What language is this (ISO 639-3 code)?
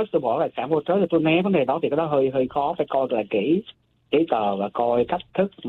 vie